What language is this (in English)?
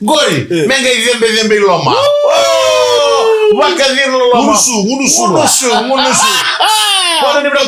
Fijian